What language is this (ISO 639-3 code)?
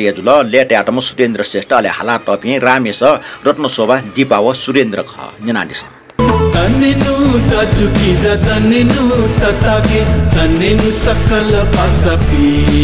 new